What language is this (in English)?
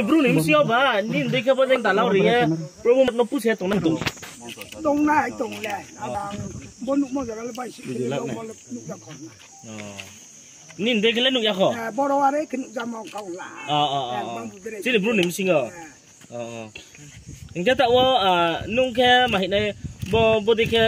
Riang (India)